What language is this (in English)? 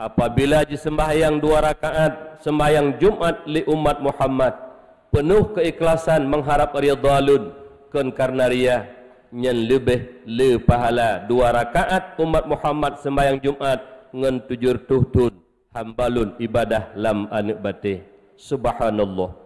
Achinese